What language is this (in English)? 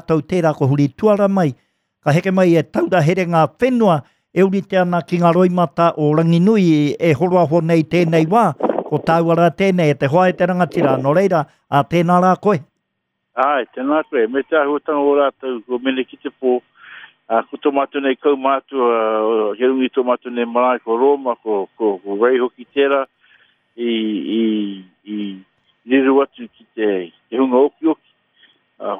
Māori